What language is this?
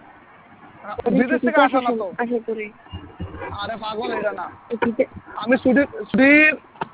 Bangla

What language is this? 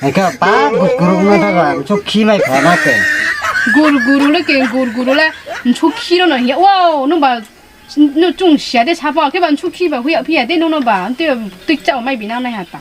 Riang (India)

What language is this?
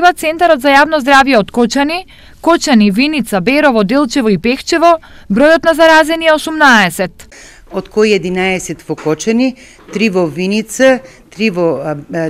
Macedonian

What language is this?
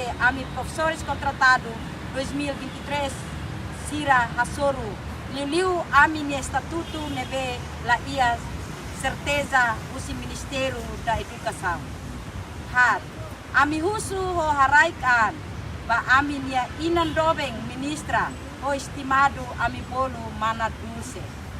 Tetum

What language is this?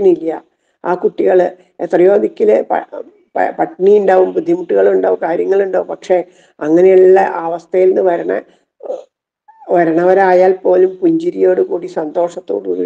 Malayalam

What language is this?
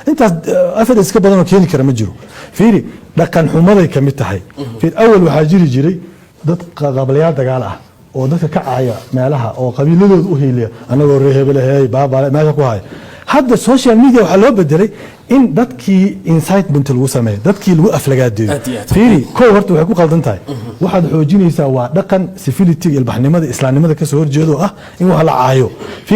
Somali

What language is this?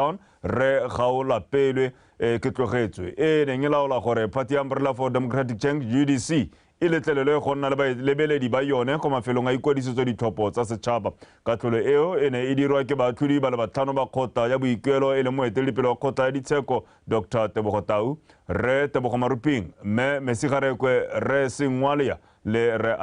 Tswana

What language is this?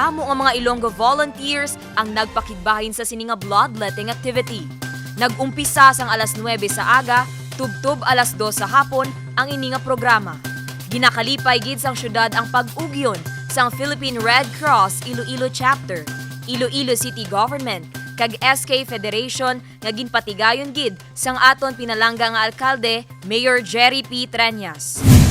Hiligaynon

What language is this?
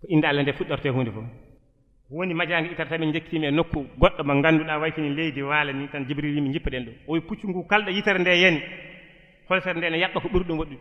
Fula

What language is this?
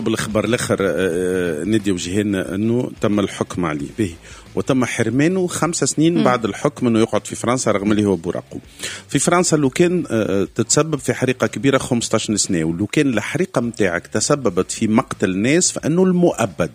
Tunisian Arabic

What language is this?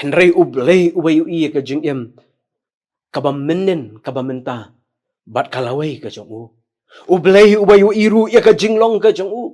Khasi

